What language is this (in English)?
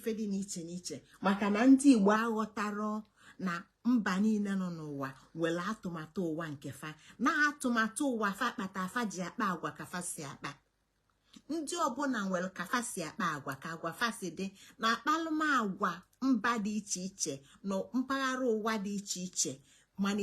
Igbo